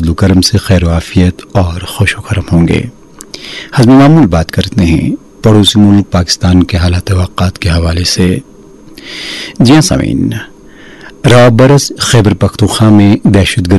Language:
Urdu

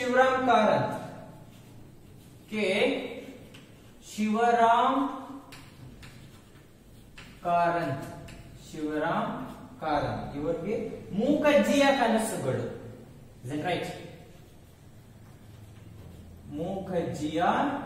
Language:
Kannada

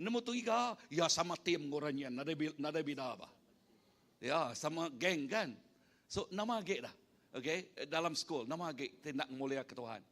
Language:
Iban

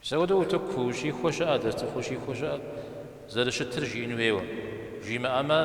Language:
Kabardian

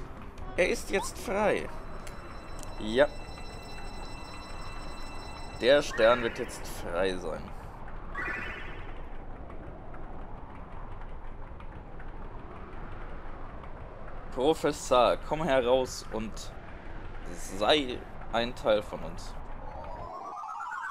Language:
German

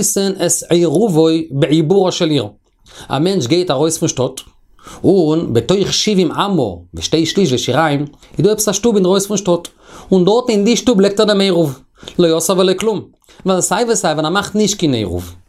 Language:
Yiddish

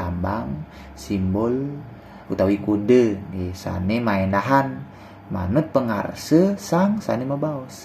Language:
Balinese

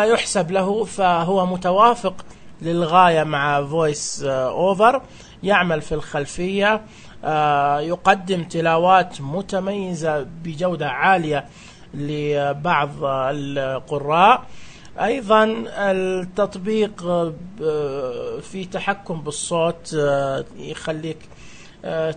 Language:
Najdi Arabic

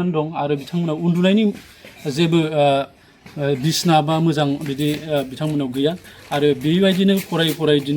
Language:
Bodo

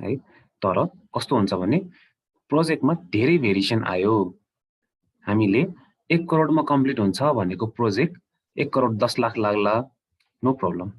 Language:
Nepali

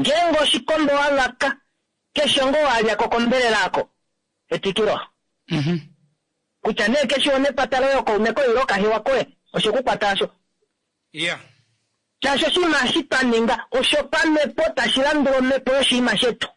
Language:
Kuanyama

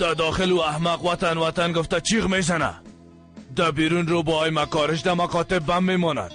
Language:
Persian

